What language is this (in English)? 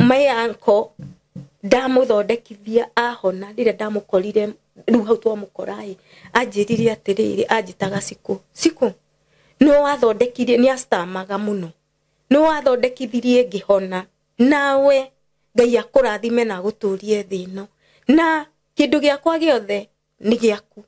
Kikuyu